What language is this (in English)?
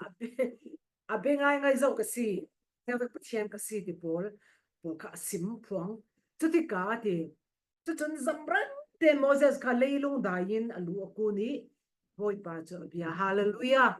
Falam Chin